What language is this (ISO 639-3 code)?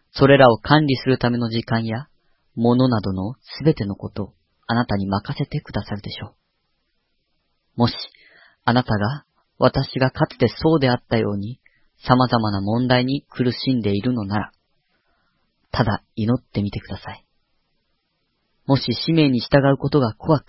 jpn